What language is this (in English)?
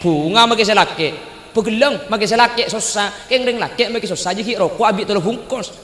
Madurese